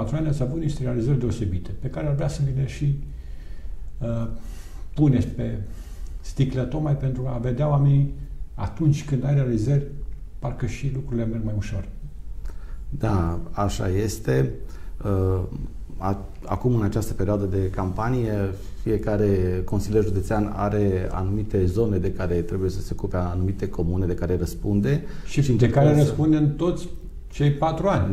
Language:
Romanian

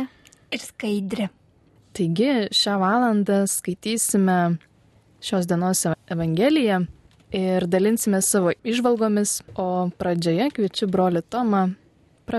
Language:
Lithuanian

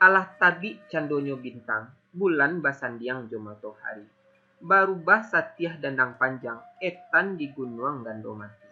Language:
Minangkabau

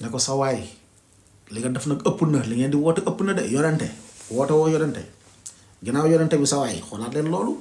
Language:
Wolof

